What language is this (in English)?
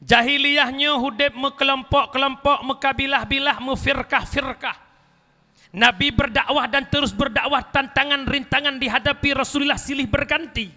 Achinese